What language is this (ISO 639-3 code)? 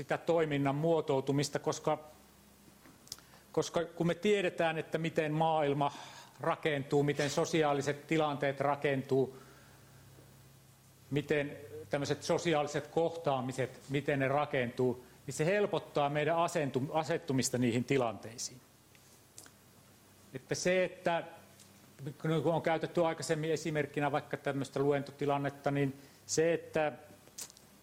fin